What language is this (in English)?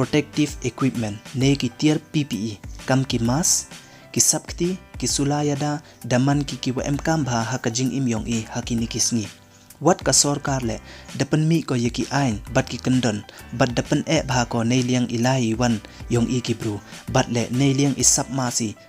Pnar